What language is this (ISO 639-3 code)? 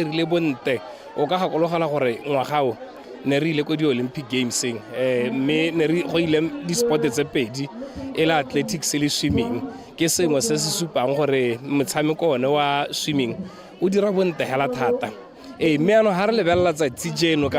tsn